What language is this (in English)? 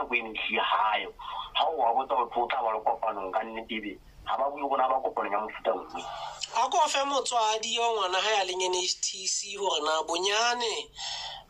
Southern Sotho